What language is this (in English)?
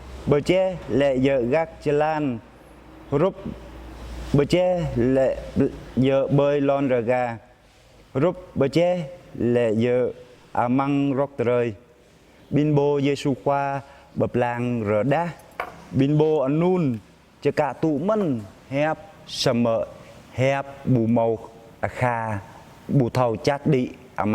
Jarai